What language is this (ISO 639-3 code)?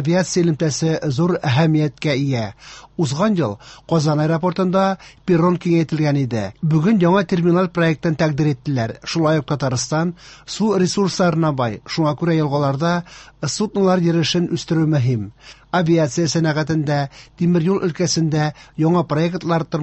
tat